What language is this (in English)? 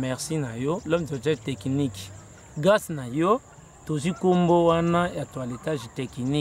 Lingala